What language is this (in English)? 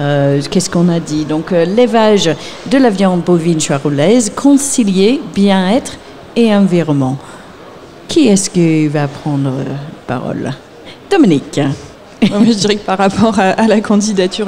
French